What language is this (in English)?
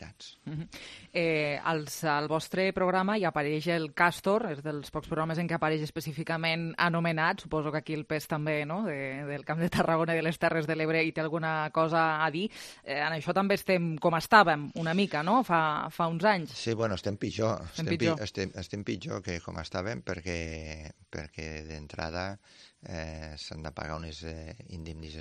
Catalan